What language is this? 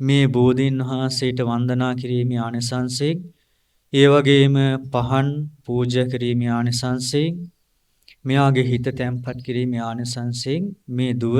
Sinhala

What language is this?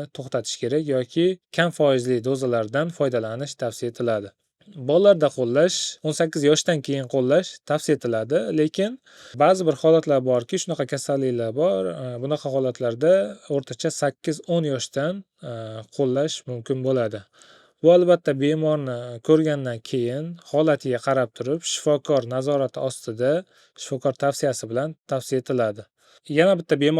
Uzbek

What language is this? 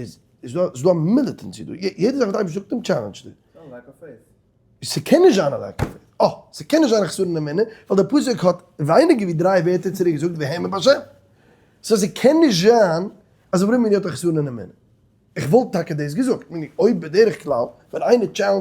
Yiddish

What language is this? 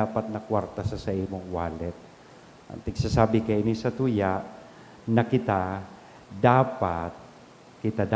Bikol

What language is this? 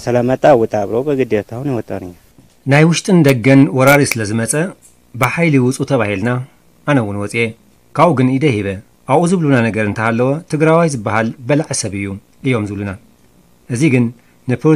Tigrinya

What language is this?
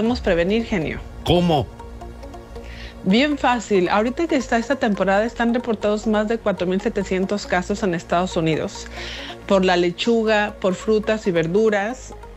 Spanish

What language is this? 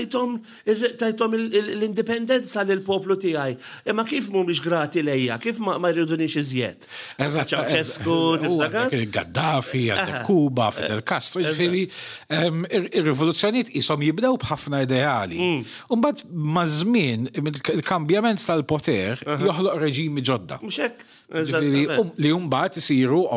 Maltese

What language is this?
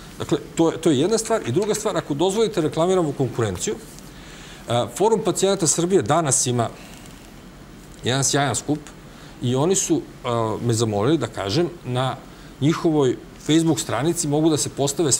Serbian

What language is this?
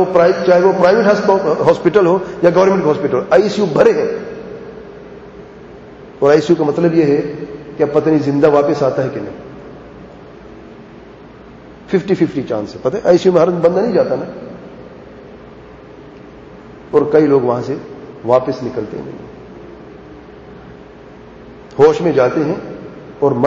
Urdu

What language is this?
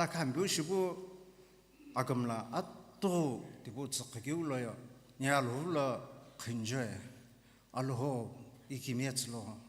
Sumi Naga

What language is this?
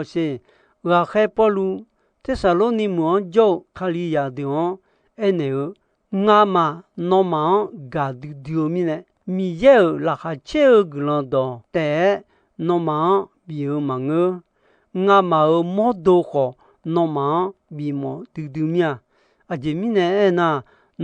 Akha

